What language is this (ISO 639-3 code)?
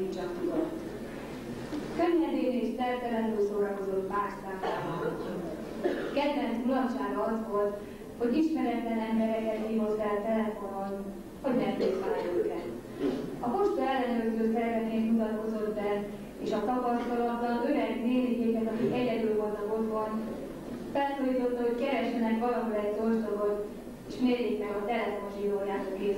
hun